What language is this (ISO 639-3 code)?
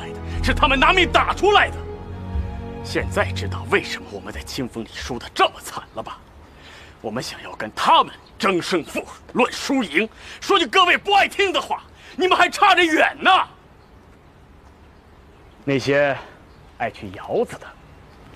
zho